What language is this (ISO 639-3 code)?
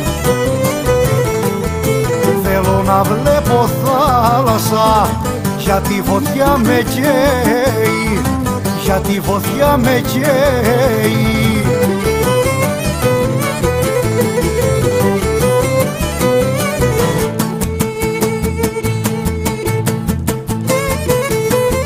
ell